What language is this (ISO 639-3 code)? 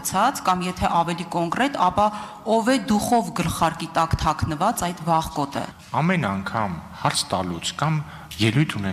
hye